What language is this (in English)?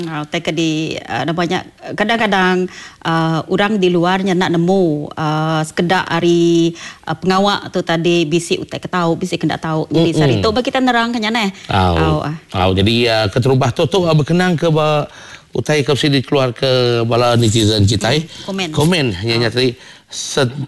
Iban